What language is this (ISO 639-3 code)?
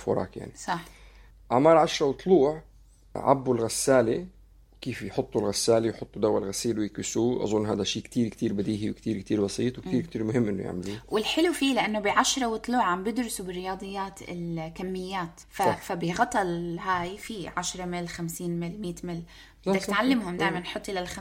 apc